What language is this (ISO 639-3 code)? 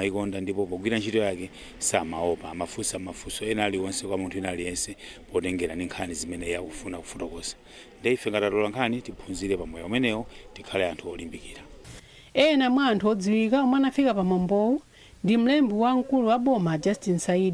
nya